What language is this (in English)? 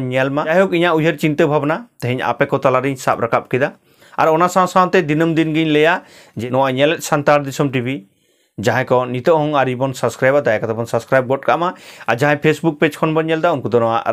Santali